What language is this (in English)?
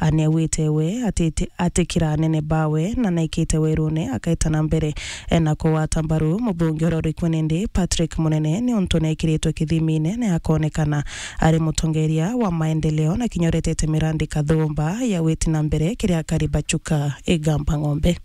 Meru